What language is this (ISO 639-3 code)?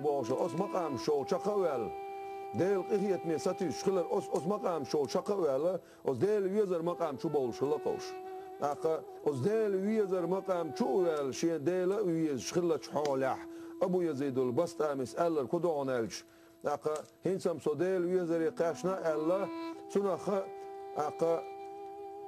che